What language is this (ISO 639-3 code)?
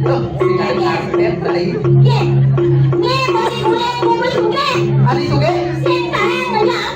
ban